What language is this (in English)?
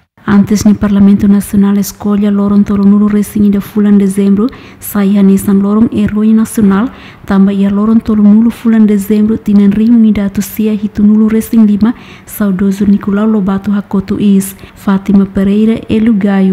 Tetum